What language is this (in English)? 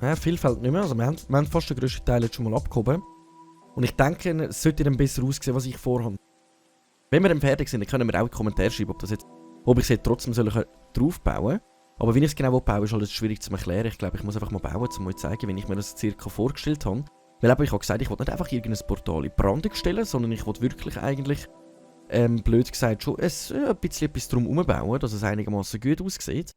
Swiss German